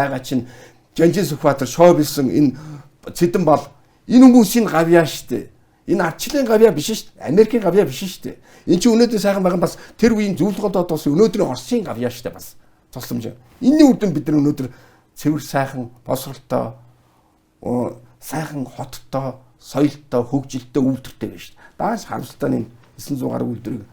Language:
Mongolian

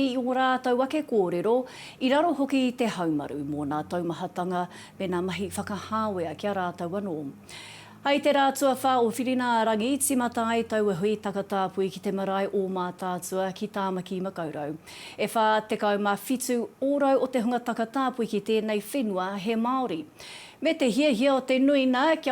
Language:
Māori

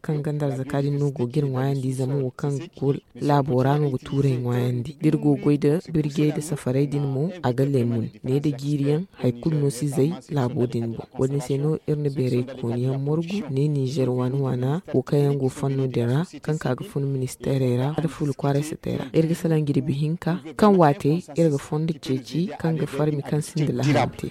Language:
Zarma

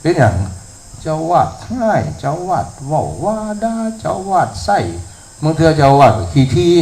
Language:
Northeastern Thai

